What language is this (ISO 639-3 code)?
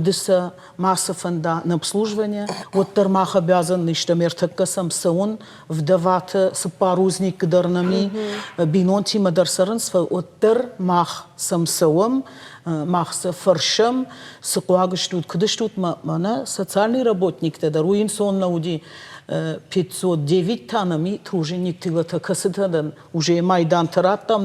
oss